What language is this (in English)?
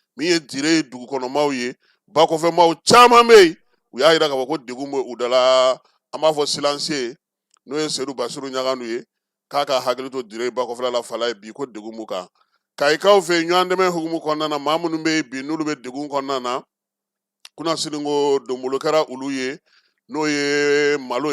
Bambara